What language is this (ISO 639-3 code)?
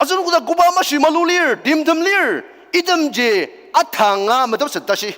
njo